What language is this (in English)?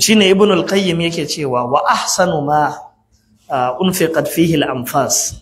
Hausa